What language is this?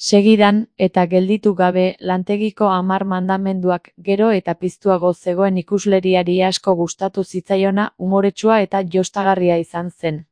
Basque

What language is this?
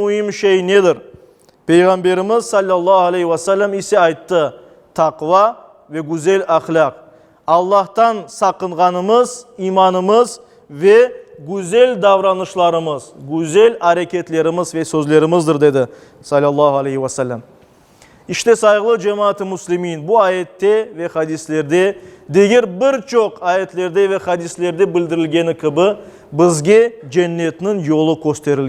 Crimean Tatar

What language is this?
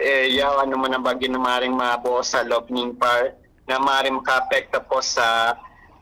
Bikol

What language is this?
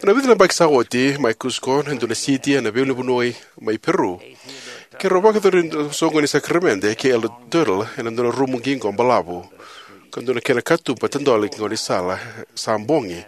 Fijian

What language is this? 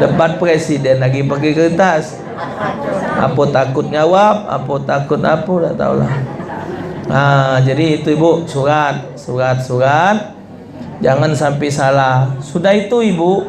Musi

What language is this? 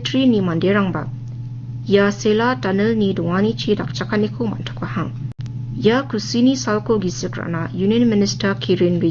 Garo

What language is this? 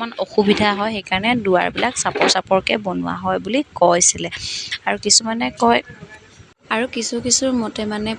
Assamese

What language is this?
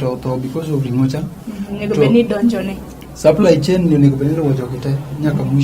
Luo (Kenya and Tanzania)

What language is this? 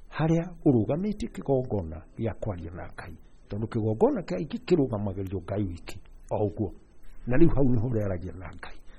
Kikuyu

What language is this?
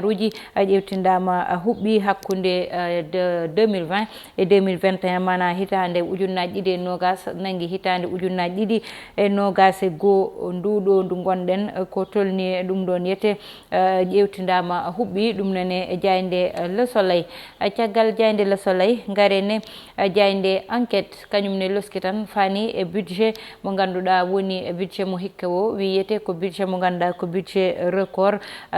Fula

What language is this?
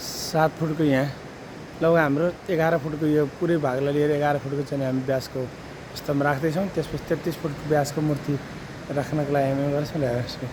Nepali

